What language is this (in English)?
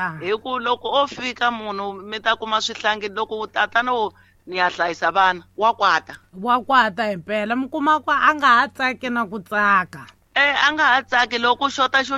Tsonga